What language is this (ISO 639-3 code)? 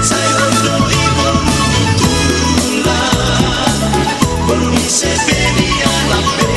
bbc